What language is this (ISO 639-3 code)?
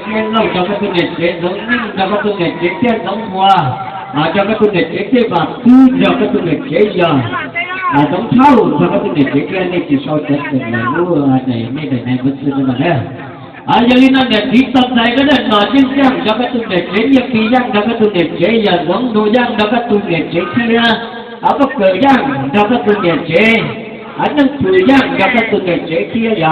hmn